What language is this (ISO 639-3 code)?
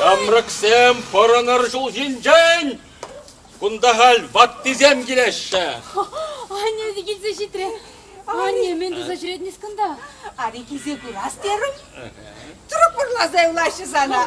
chv